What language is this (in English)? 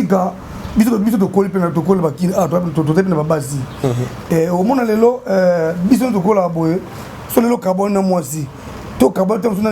Lingala